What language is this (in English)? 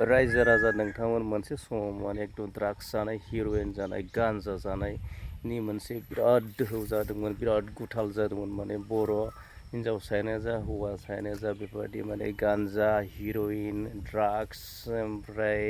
Bodo